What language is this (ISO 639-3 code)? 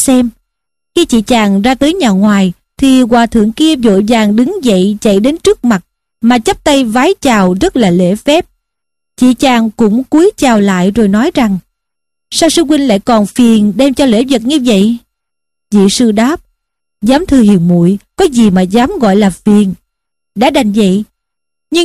vie